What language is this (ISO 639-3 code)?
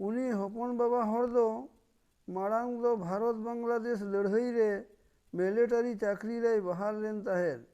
sat